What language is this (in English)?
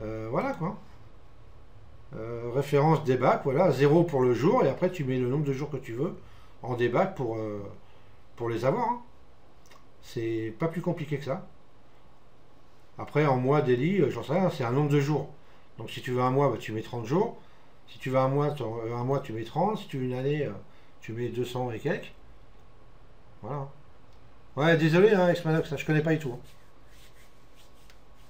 French